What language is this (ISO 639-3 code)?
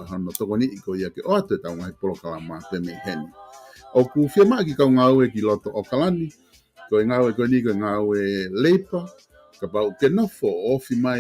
ton